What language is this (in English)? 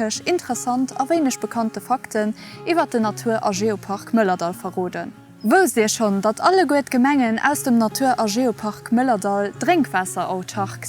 Luxembourgish